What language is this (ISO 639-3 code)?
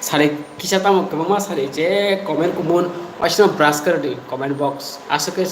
trp